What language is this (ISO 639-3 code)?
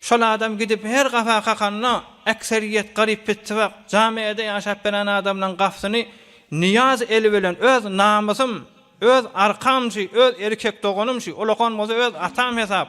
tuk